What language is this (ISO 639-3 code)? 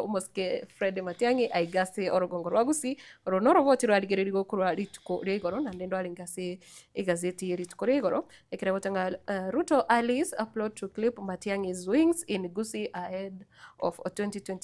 guz